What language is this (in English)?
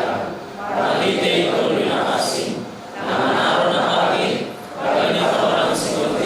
Batak Simalungun